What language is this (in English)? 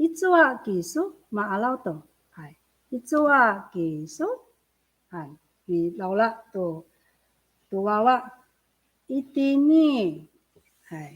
Amis